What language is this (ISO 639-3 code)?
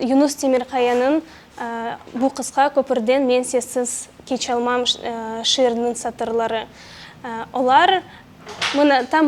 crh